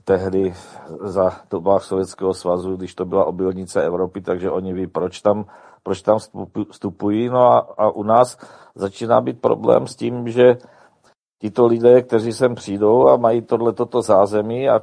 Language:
Czech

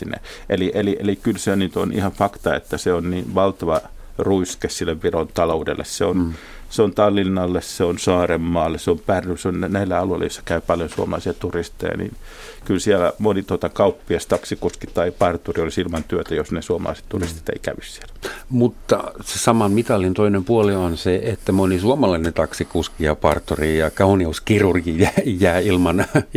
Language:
Finnish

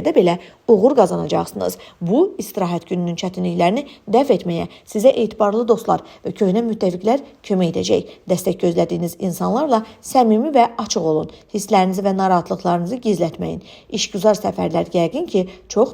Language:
Azerbaijani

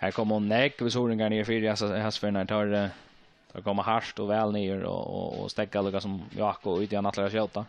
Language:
Faroese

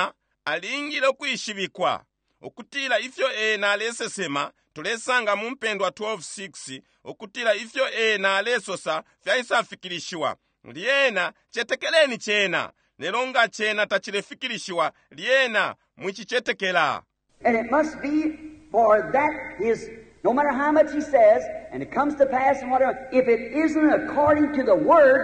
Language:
Bemba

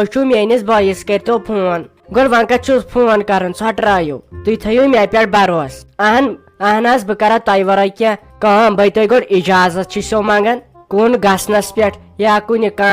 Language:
Kashmiri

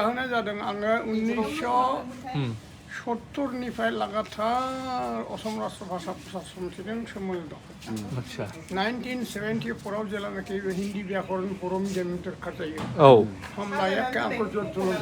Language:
Bodo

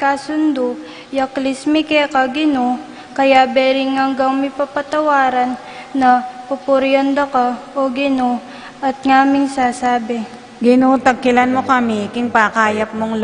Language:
Pampanga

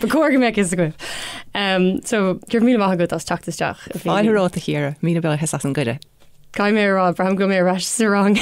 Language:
Irish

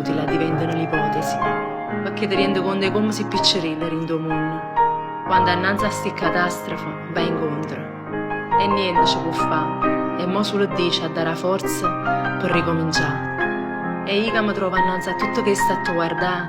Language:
Neapolitan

